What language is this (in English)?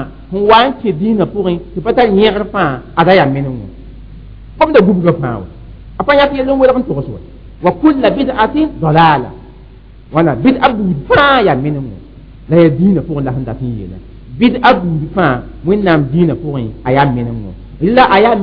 Mossi